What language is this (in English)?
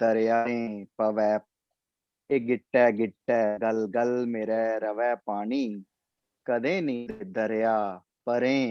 Dogri